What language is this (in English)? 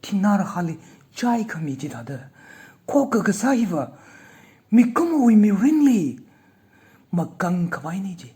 Tangkhul Naga (India)